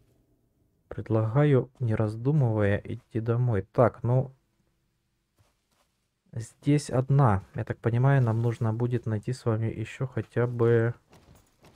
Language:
Russian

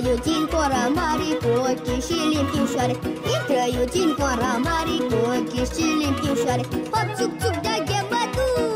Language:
Romanian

